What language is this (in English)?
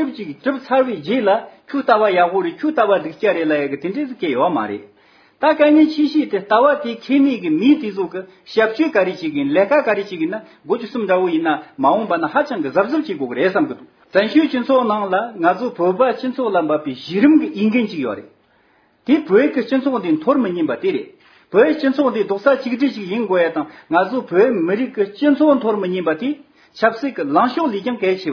Tibetan